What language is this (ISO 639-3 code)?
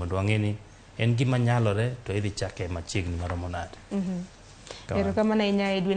luo